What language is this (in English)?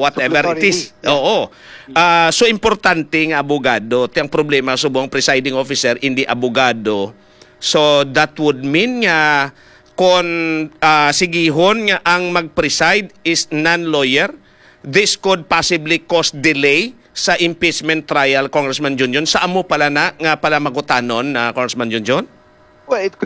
Hiligaynon